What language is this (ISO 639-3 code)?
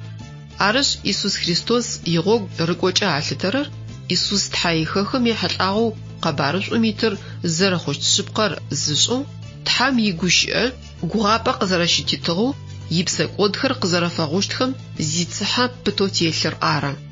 ady